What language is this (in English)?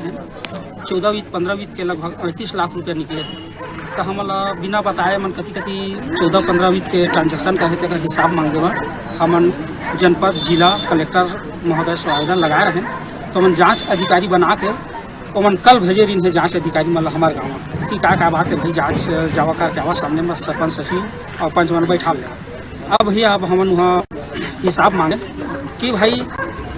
Chhattisgarhi